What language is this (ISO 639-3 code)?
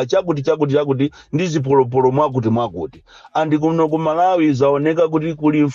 nya